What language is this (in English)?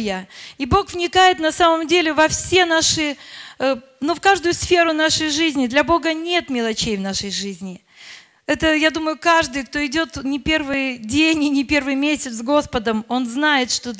Russian